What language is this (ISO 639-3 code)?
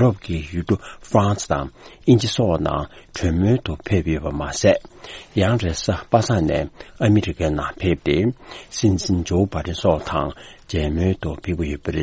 bod